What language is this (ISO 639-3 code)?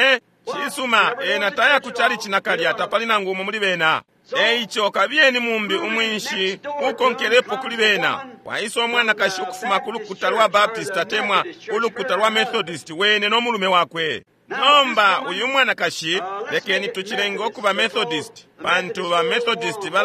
bem